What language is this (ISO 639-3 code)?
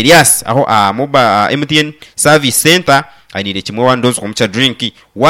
nyn